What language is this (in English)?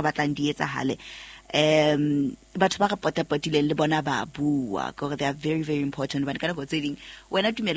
Southern Sotho